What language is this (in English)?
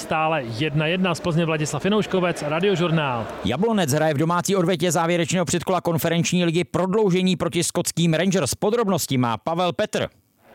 Czech